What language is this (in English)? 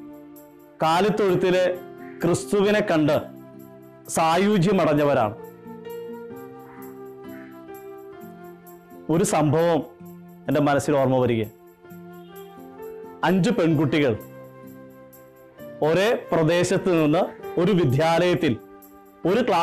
Malayalam